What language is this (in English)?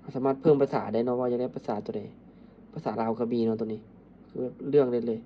Lao